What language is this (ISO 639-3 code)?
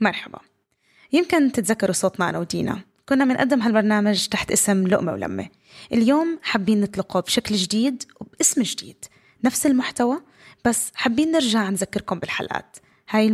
apc